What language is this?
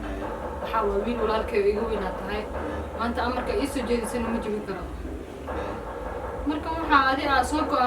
Somali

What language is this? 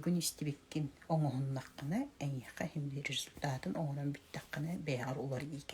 Yakut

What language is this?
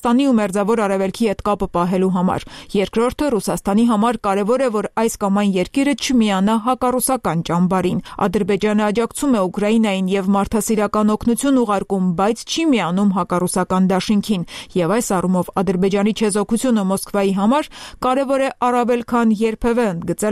Armenian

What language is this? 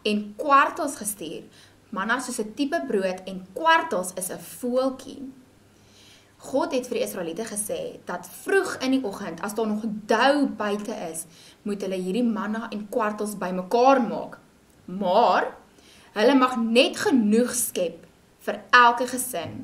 Afrikaans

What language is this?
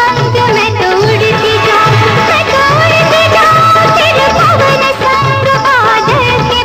Hindi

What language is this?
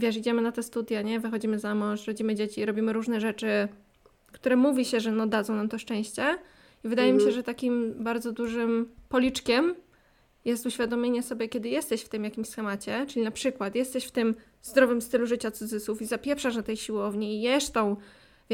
Polish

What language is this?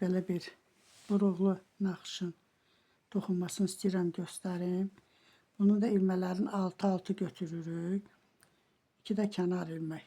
Azerbaijani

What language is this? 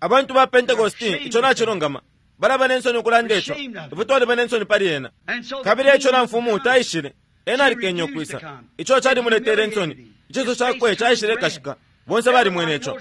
Bemba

